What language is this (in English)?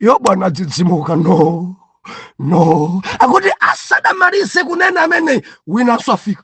Nyanja